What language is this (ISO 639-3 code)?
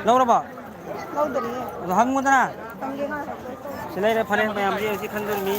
mni